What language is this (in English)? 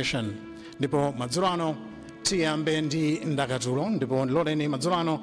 Nyanja